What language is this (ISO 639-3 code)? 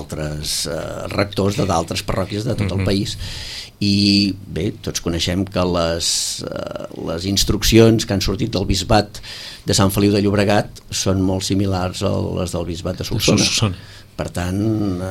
cat